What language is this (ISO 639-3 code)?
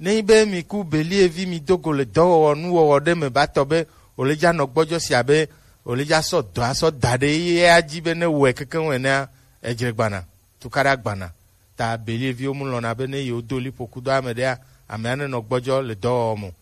gej